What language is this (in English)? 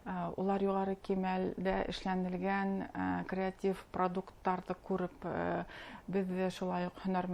Bashkir